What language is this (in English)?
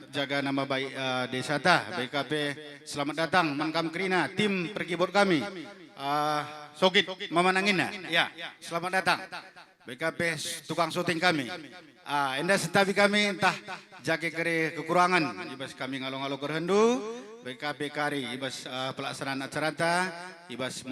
Batak Karo